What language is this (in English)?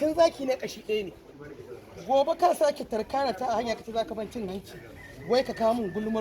Hausa